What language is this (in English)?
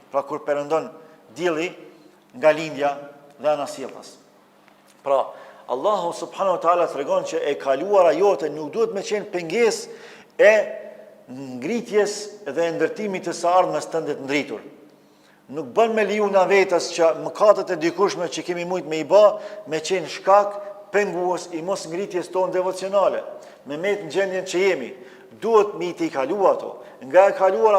Albanian